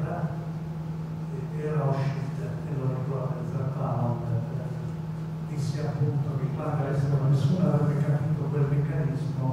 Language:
Italian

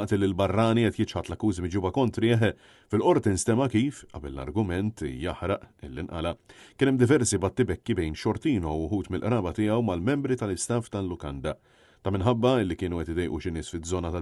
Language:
Maltese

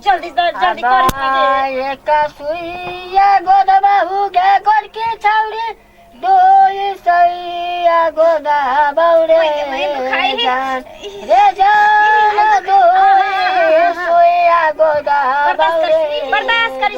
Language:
Maithili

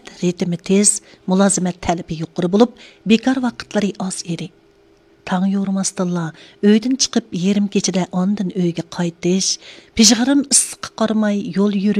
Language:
Uyghur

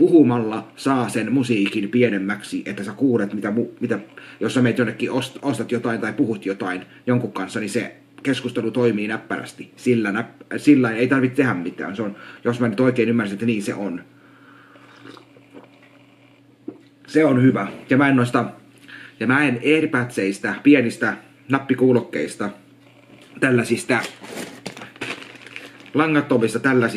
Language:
Finnish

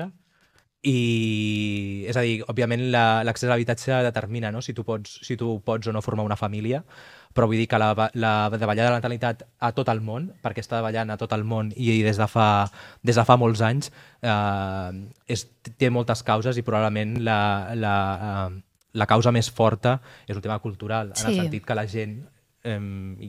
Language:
Catalan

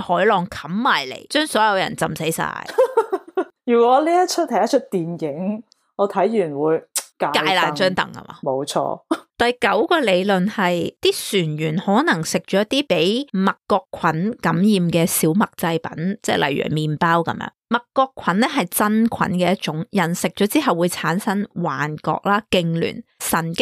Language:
Cantonese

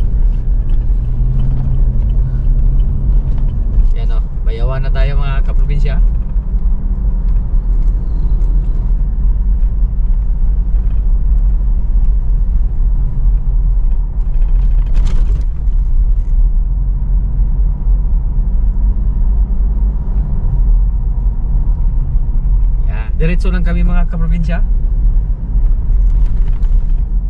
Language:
Filipino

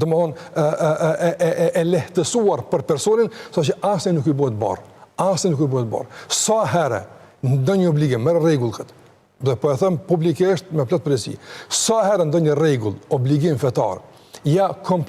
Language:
Albanian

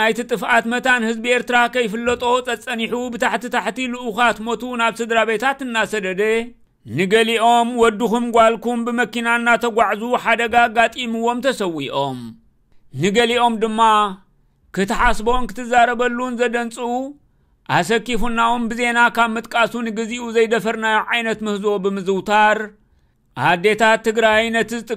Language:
Tigrinya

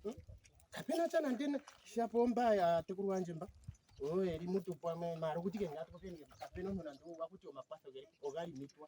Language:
Ndonga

